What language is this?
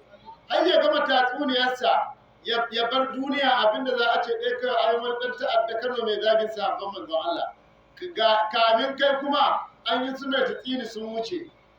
Hausa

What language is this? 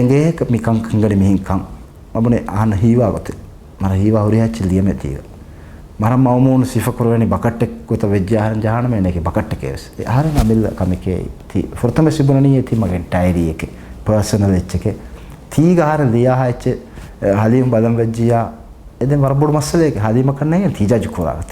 Divehi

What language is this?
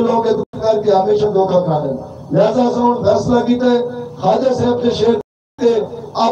Saraiki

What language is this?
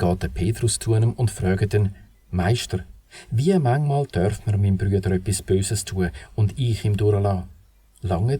Swiss German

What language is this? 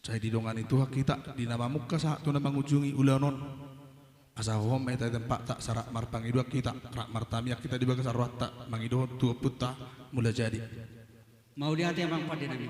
Batak Toba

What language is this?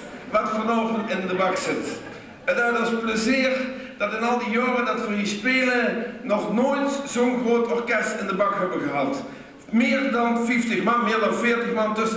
Limburgish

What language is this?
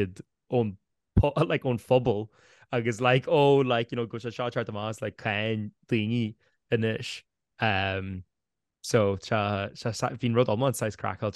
Irish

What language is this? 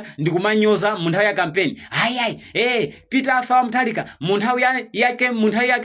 Nyanja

